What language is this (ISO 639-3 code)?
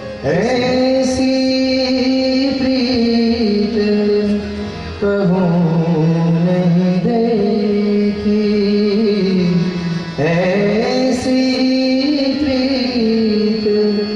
guj